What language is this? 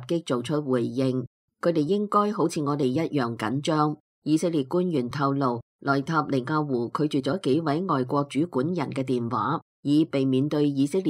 Cantonese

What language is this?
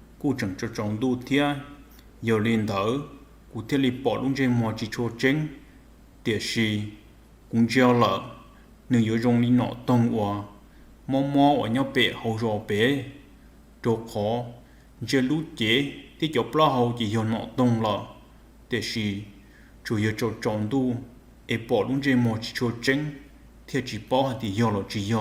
Hmong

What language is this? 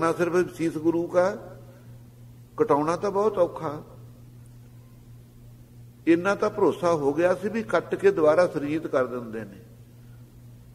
Punjabi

